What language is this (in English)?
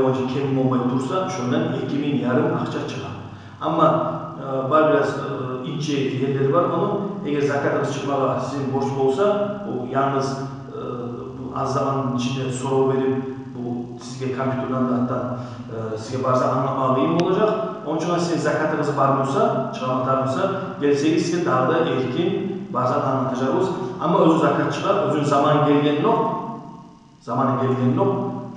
Kumyk